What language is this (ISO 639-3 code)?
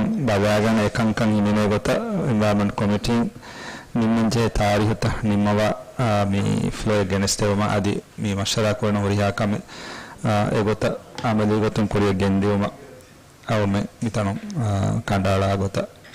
div